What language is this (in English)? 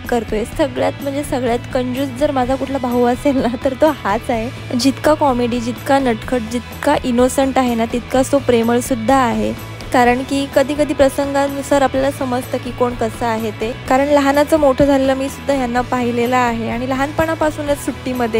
Marathi